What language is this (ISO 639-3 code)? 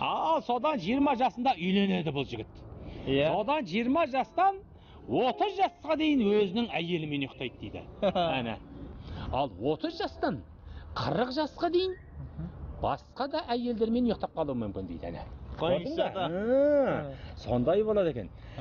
kaz